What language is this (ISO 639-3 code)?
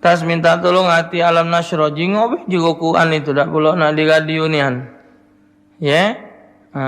mui